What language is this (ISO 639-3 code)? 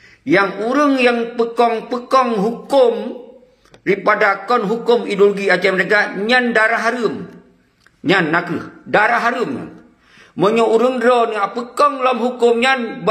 ace